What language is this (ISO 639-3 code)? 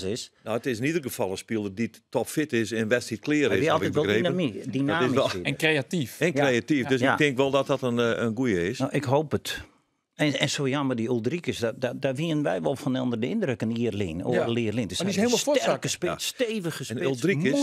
fry